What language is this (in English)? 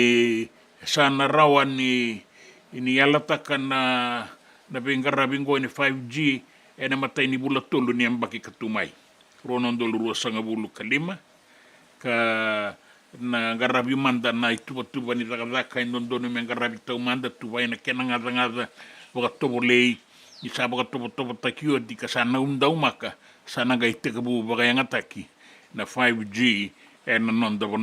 Fijian